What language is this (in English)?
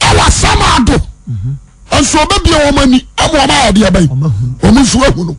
Akan